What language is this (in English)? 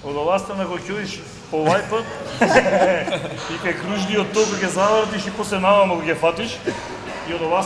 Macedonian